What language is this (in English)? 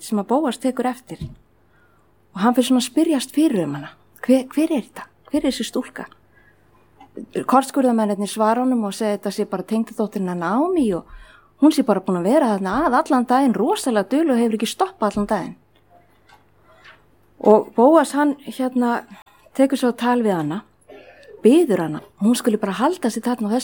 Icelandic